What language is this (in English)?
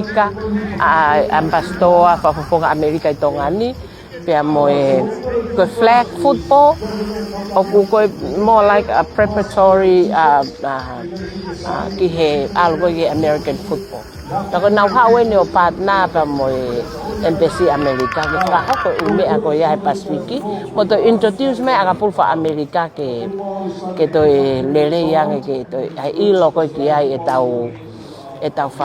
Tongan